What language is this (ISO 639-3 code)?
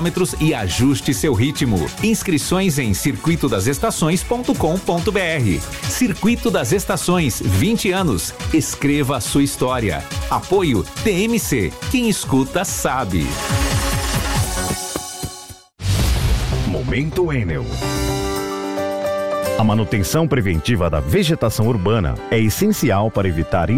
por